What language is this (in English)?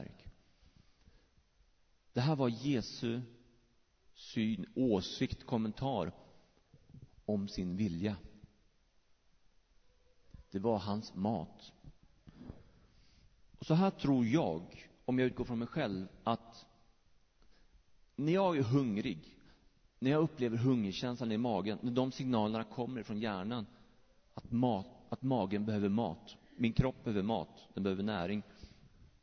Swedish